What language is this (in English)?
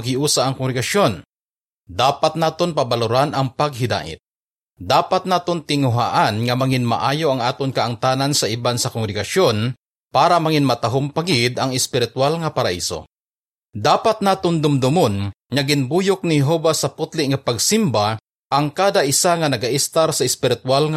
Hiligaynon